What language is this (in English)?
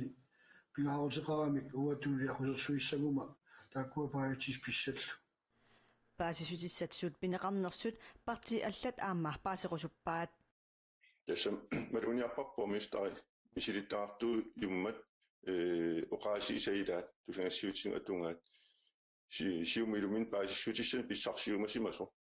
Kalaallisut